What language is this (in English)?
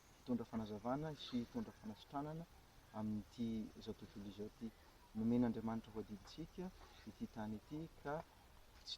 Malagasy